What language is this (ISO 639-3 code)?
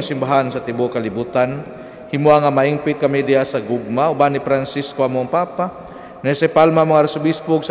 ceb